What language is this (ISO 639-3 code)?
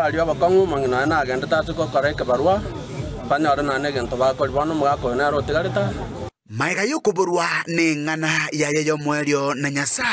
guz